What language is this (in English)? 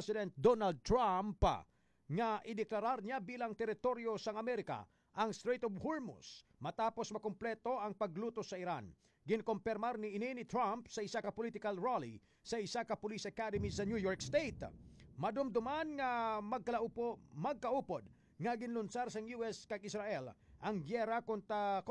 Hiligaynon